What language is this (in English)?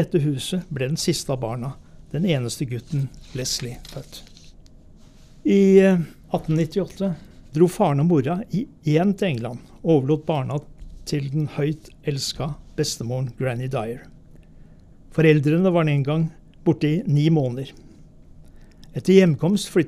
Norwegian